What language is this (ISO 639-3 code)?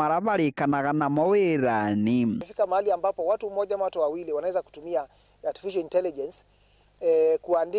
mer